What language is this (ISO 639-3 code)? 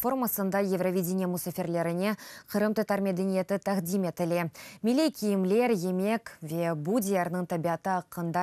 crh